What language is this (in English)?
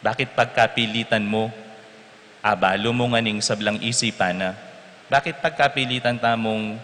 Pampanga